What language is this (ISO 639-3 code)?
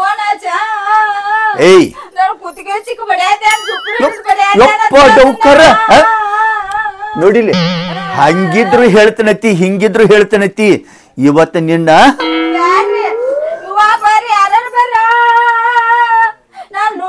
kan